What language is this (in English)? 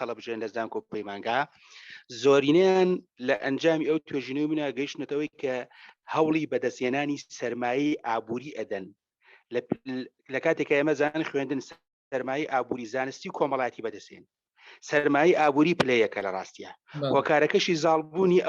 Central Kurdish